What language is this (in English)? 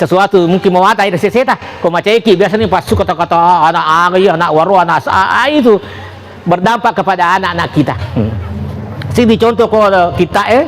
Buginese